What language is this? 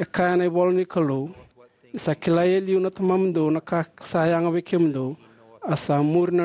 Fijian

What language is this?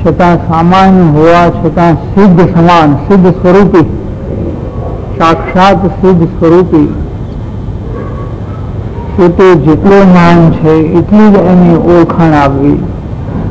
Gujarati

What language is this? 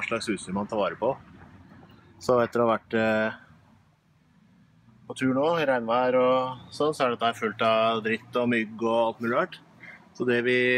Norwegian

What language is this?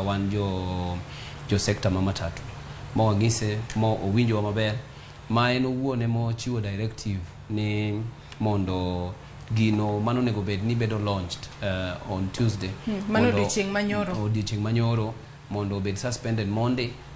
Luo (Kenya and Tanzania)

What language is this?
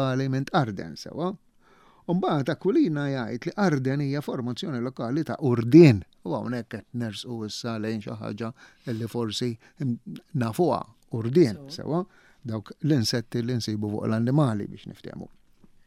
Maltese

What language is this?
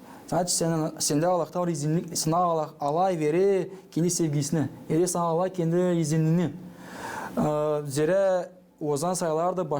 Gagauz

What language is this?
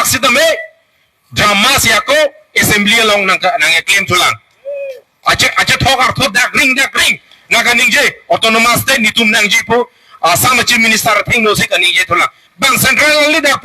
Karbi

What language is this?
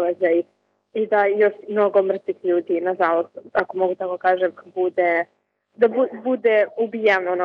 Serbian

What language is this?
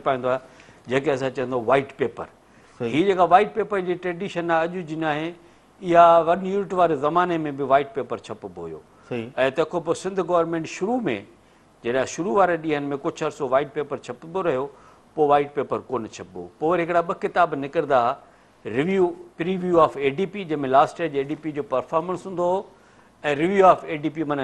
Sindhi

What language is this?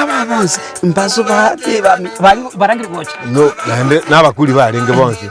Gusii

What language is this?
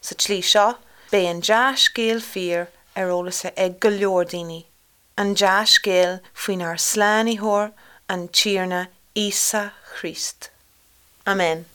Irish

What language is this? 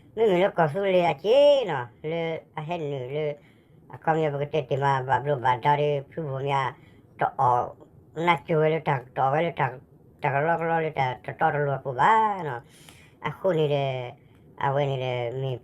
S'gaw Karen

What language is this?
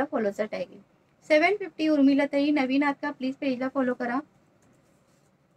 Marathi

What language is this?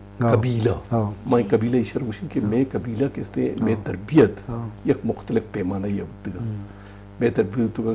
Eastern Balochi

